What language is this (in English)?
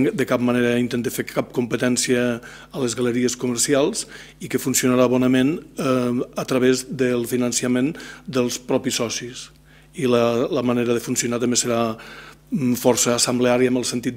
Catalan